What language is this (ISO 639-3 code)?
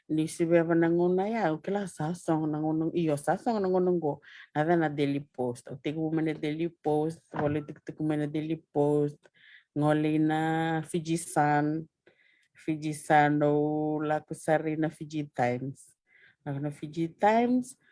fij